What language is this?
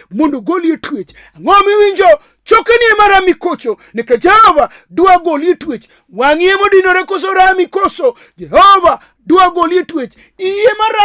Luo (Kenya and Tanzania)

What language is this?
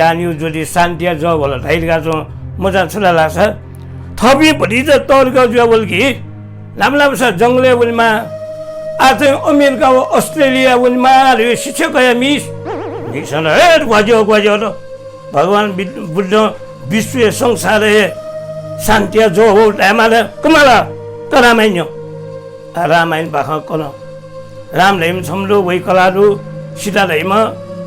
Newari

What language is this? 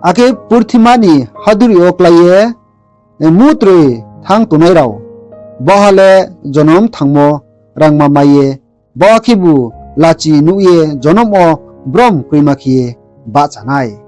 Riang (India)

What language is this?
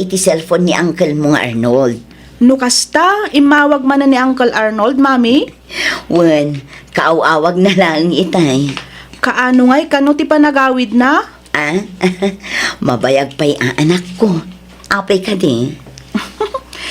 Iloko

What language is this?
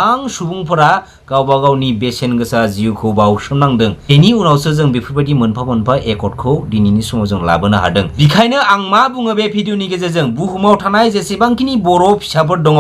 Bodo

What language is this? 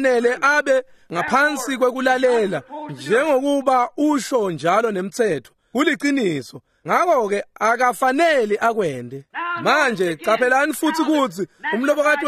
Swati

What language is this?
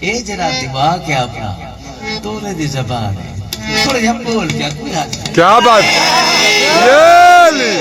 Saraiki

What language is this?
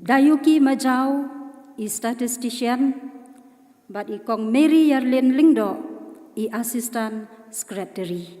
Khasi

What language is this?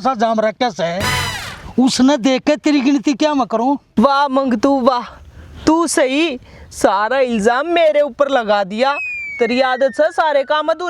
Haryanvi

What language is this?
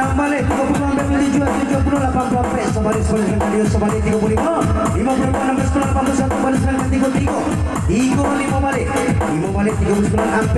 Minangkabau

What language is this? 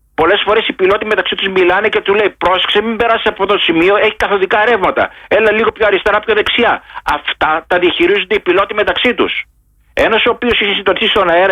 Greek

